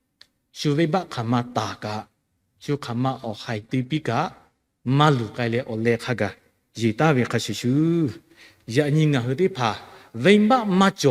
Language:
Lahu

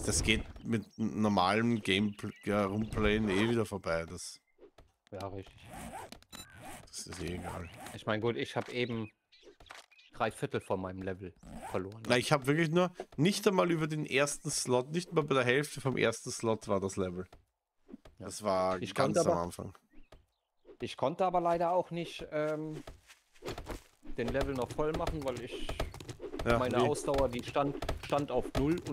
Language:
German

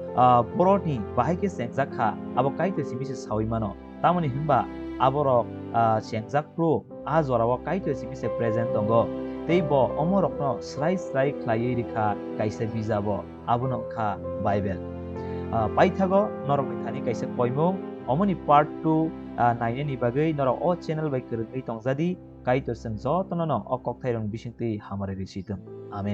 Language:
Kok Borok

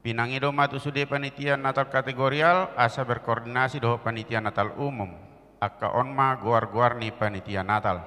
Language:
Batak Toba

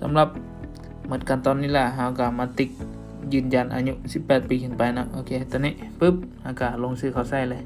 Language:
Lao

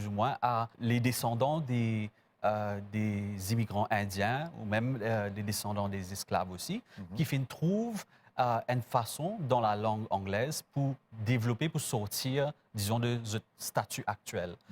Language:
Morisyen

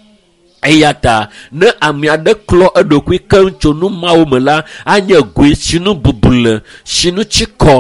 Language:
Ewe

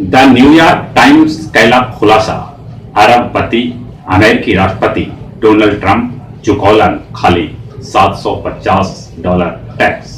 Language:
Magahi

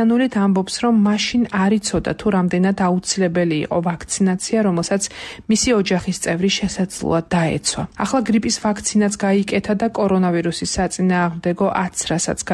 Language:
Georgian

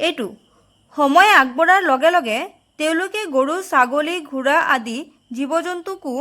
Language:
Assamese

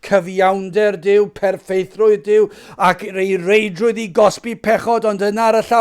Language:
Welsh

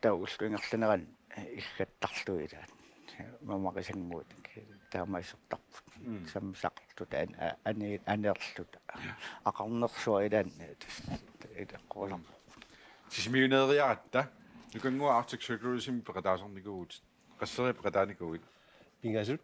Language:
Kalaallisut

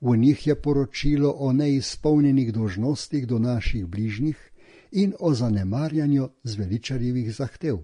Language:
Slovenian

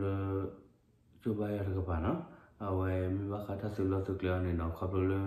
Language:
S'gaw Karen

